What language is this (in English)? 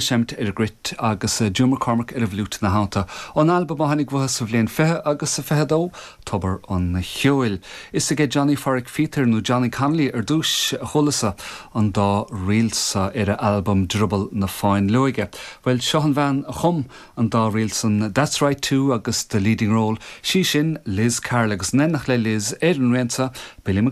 Irish